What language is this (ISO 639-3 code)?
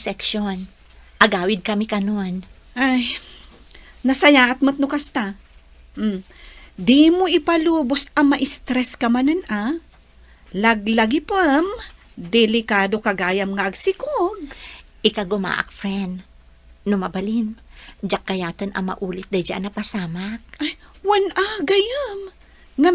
ilo